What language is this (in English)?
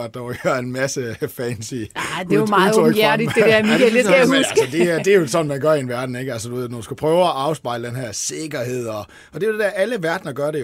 Danish